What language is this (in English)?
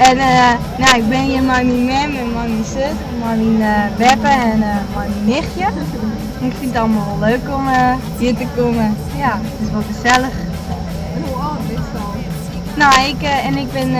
Western Frisian